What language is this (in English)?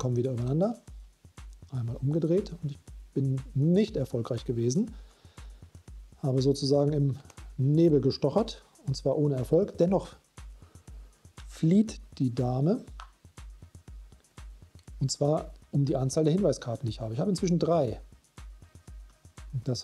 German